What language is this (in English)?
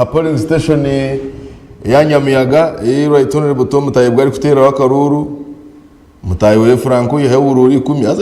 Nyankole